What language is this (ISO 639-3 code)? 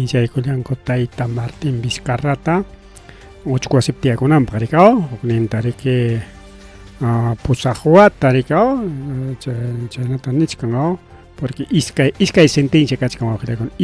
quy